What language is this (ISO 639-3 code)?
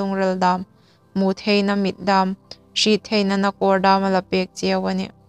hmr